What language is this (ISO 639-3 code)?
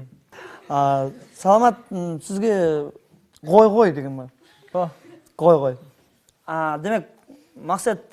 kaa